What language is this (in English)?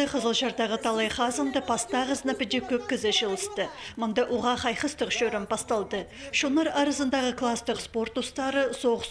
Khakas